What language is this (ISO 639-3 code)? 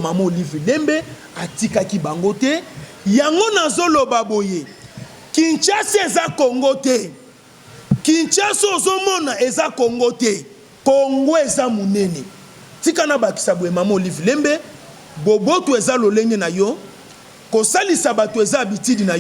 lin